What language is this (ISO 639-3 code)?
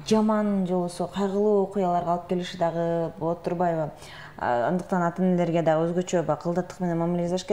kir